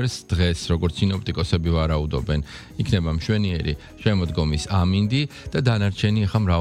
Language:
Georgian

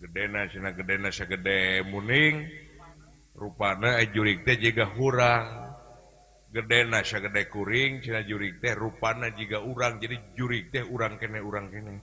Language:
Sundanese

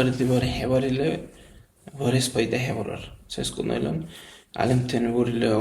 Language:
Dargwa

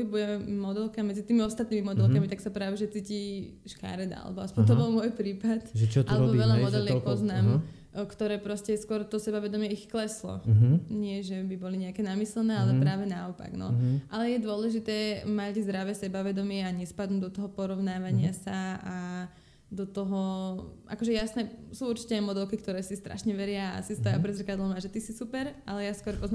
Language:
Slovak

